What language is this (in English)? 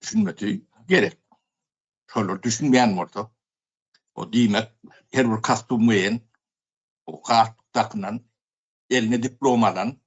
Turkmen